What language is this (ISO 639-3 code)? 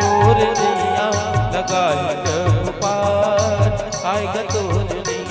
hne